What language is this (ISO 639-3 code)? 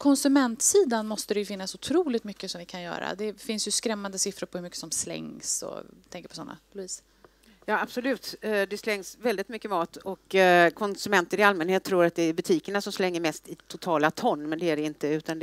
swe